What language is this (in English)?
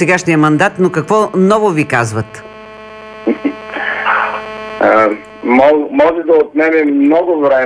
Bulgarian